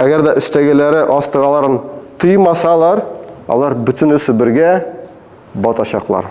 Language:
Tatar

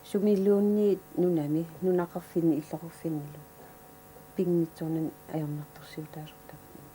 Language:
Kalaallisut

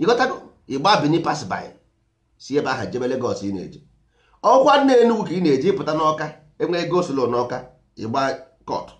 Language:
Igbo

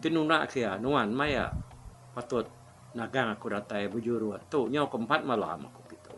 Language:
Iban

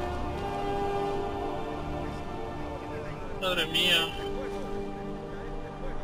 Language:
Spanish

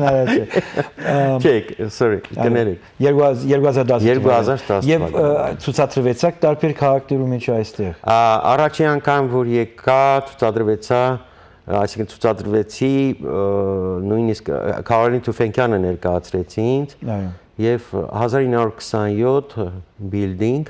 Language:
Western Armenian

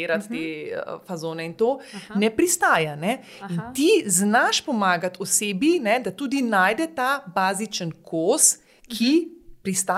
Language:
Slovenian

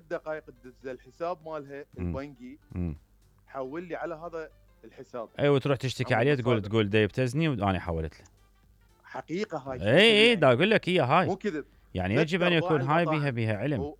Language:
Mesopotamian Arabic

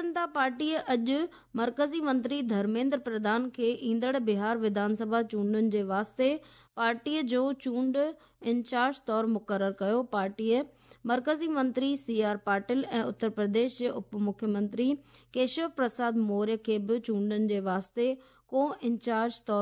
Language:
Sindhi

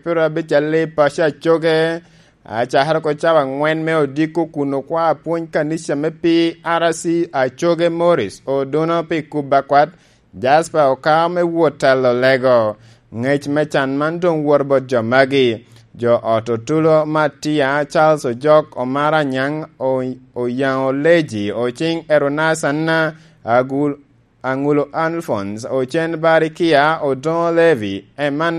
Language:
Lango (Uganda)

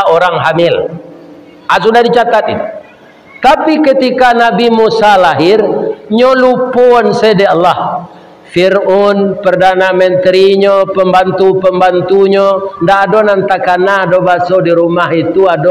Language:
Minangkabau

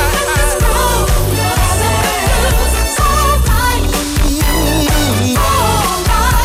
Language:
English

